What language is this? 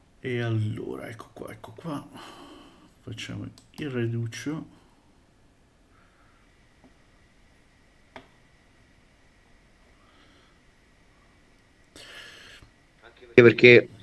Italian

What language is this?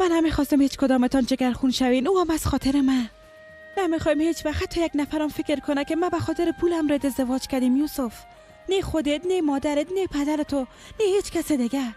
Persian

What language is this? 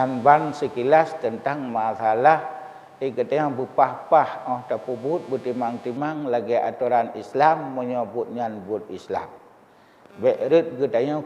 Achinese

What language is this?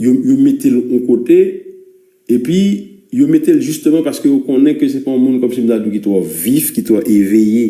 Haitian Creole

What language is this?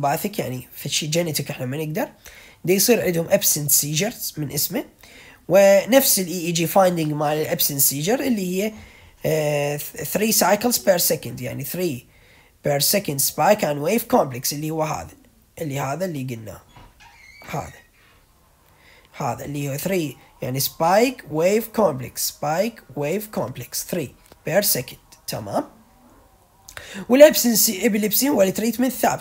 Mesopotamian Arabic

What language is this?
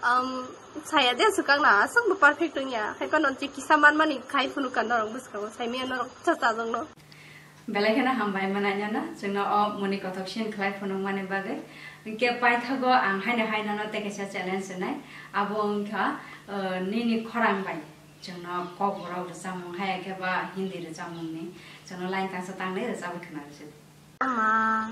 Kok Borok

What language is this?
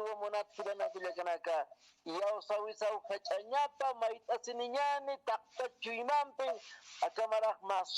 Aymara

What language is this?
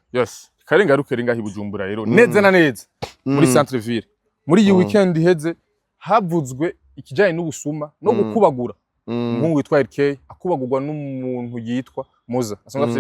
Rundi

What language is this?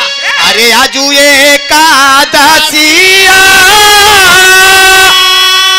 Bhojpuri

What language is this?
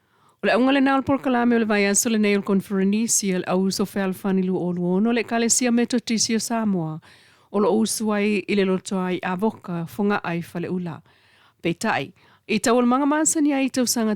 Samoan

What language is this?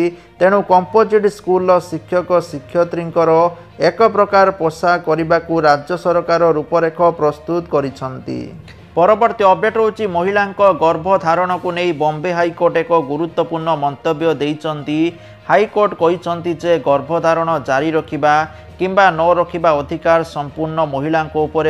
Odia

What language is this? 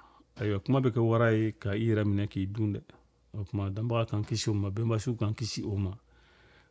Bambara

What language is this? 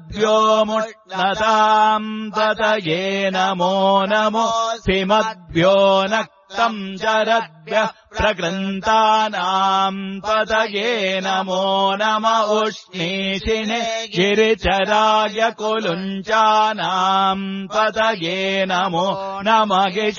Sanskrit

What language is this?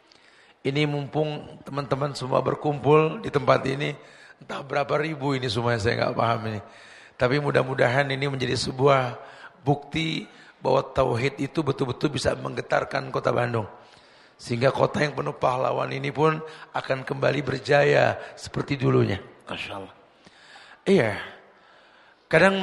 Indonesian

